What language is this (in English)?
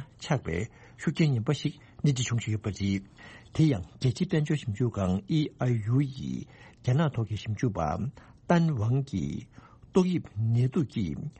Tibetan